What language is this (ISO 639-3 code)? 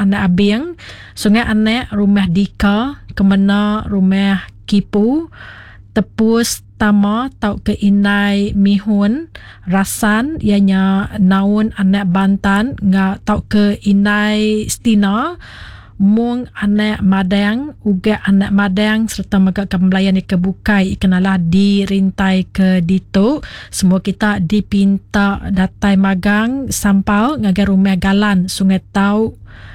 iba